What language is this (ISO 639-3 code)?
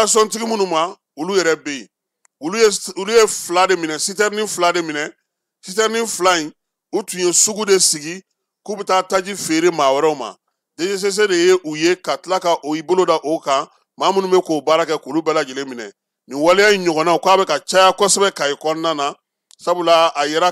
bam